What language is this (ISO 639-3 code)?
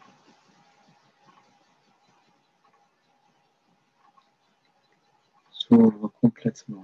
fra